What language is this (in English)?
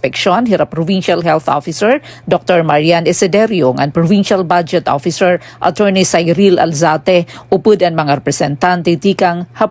Waray